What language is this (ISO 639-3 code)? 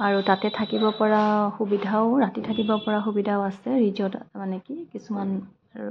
asm